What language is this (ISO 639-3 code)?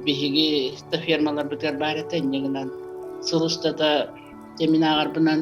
sah